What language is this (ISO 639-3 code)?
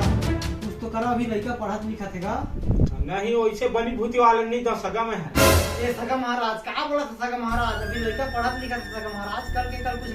hne